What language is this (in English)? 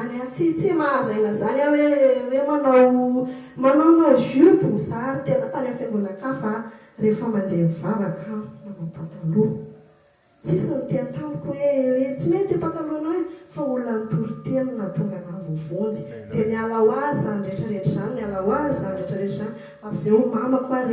Malagasy